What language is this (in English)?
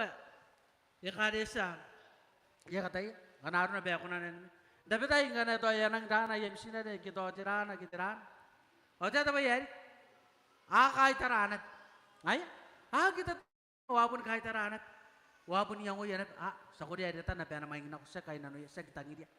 Gilbertese